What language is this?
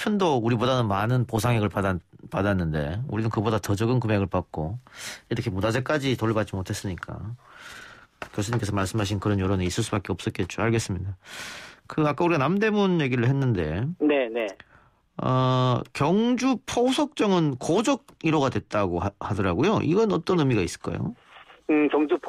Korean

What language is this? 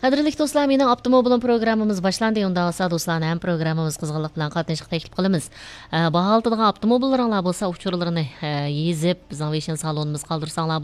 Uyghur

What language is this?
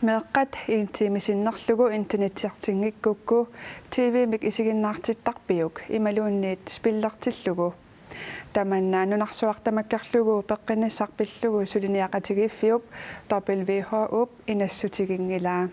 Kalaallisut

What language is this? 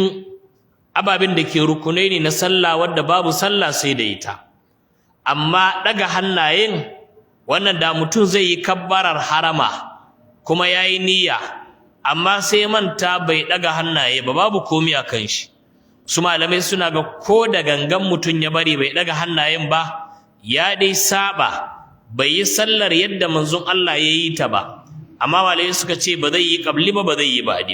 Hausa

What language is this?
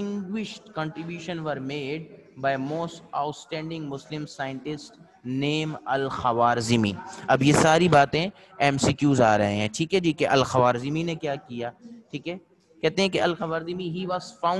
Urdu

